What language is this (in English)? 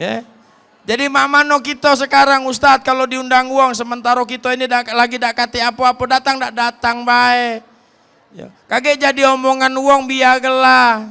Musi